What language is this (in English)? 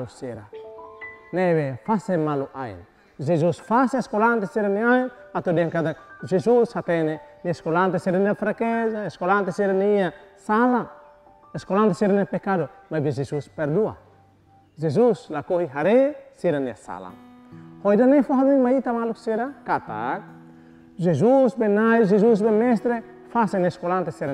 Tetum